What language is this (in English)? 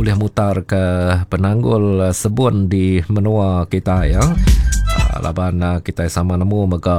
Iban